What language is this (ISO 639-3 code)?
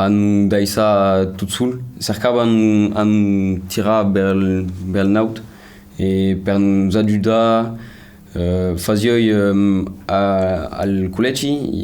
oci